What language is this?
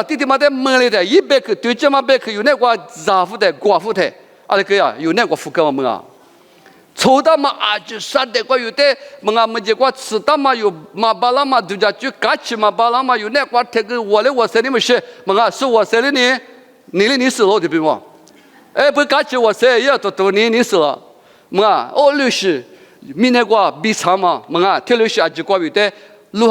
Lisu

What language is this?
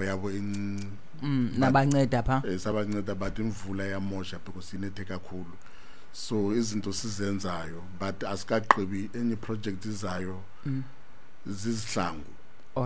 Xhosa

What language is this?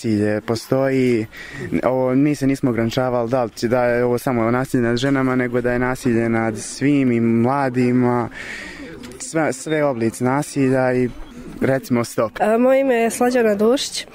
Serbian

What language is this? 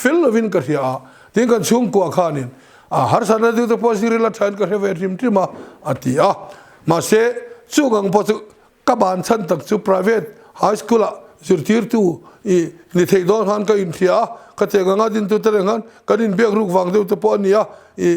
Mizo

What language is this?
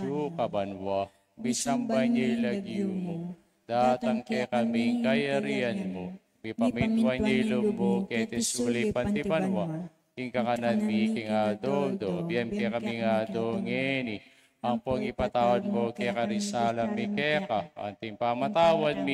Pampanga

